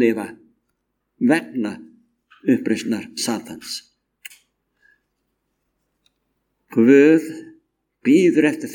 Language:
Icelandic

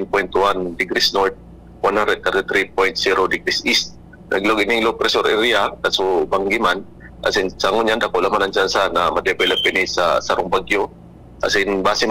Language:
Bikol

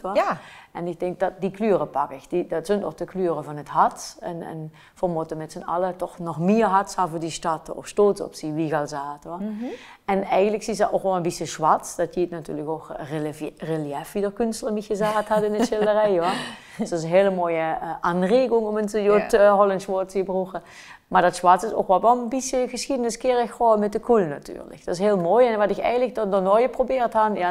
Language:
Limburgish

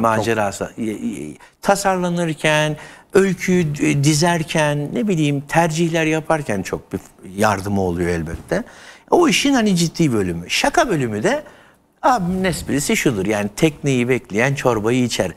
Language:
Turkish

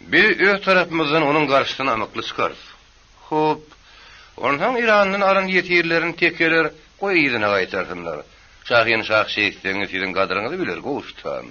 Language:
Turkmen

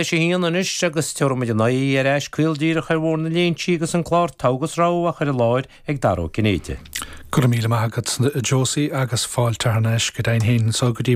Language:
Irish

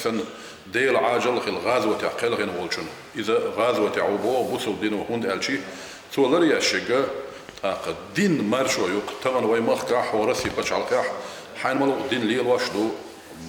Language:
Chechen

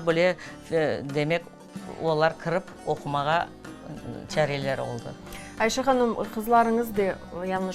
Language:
Crimean Tatar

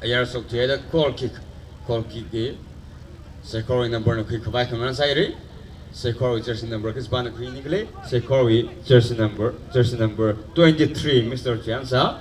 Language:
Tangkhul Naga (India)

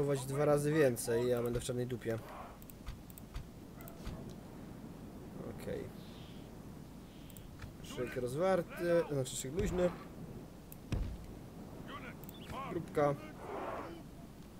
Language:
Polish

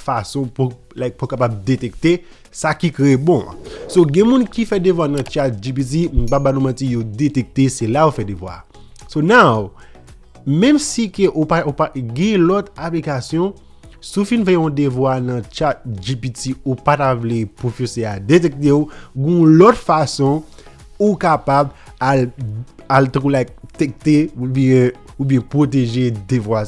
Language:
Haitian Creole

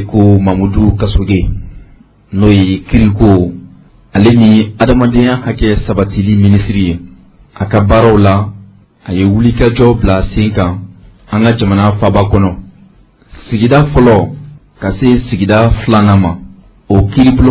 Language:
Bambara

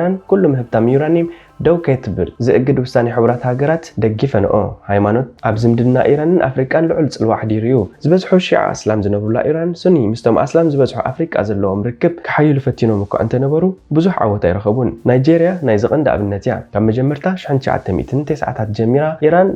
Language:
Tigrinya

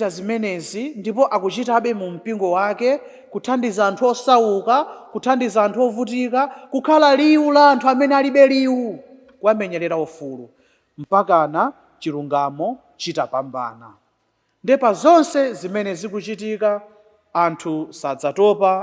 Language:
Nyanja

